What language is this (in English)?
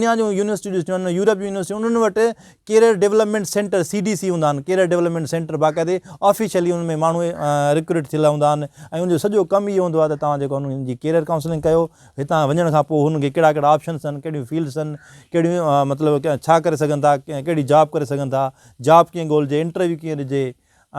Sindhi